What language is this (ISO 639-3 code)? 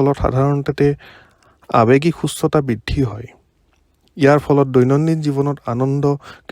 asm